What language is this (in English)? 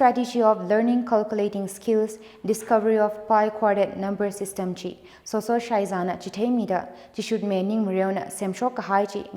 Tangkhul Naga (India)